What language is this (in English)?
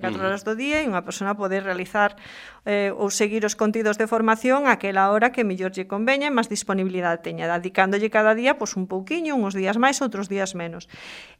Galician